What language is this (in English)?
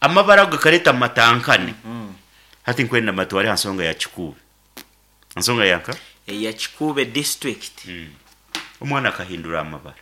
Nyankole